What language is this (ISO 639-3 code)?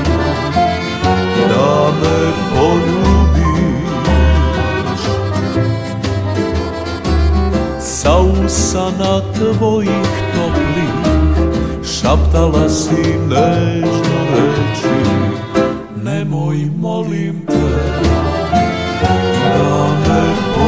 srp